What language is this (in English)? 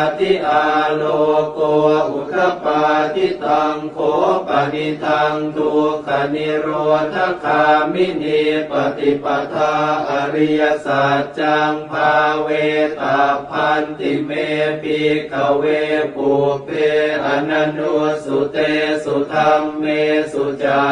Pali